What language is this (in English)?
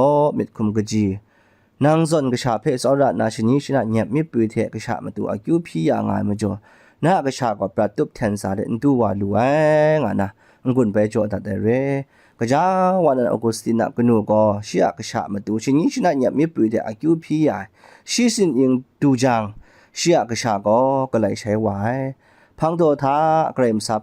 Kachin